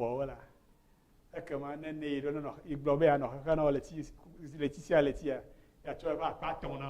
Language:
Ewe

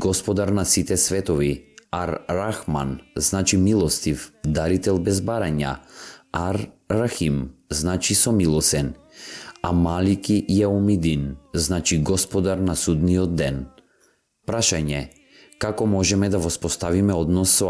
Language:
Macedonian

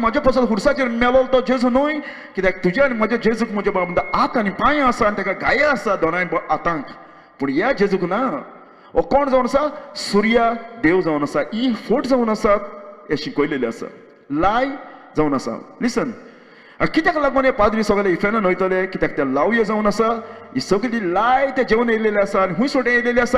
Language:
Konkani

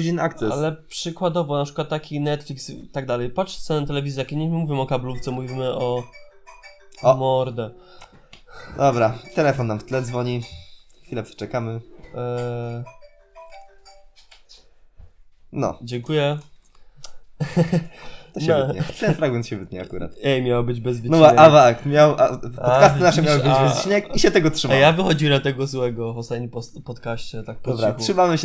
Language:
Polish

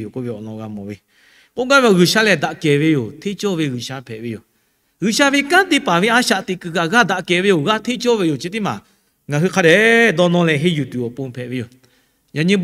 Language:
Lahu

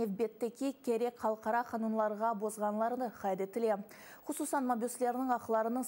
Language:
Crimean Tatar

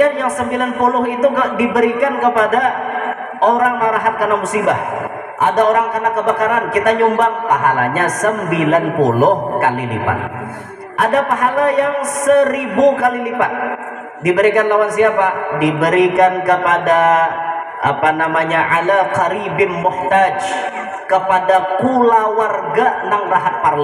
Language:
Banjar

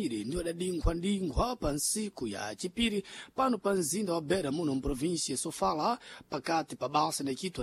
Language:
Sena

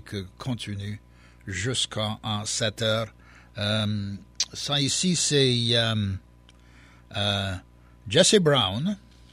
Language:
Cajun French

